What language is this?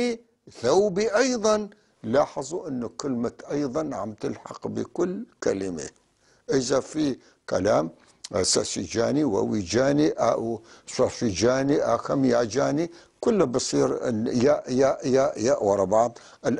North Levantine Arabic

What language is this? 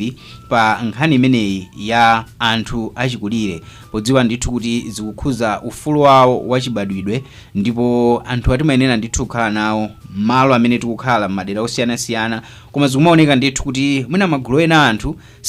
Nyanja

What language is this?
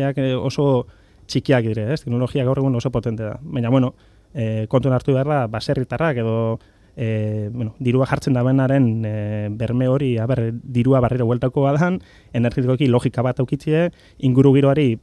Basque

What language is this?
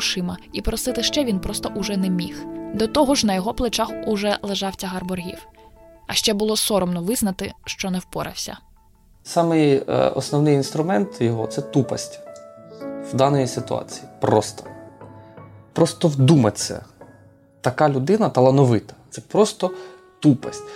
Ukrainian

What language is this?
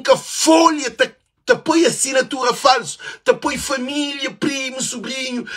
Kabuverdianu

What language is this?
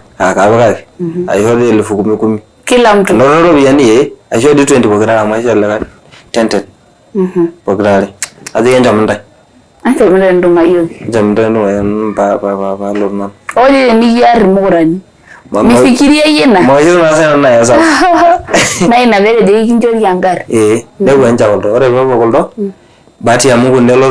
Masai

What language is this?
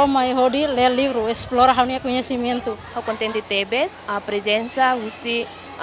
Tetum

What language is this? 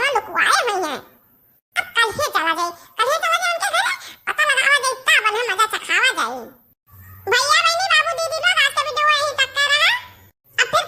Awadhi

